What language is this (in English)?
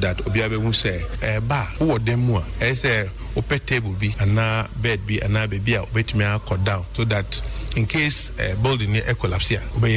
Akan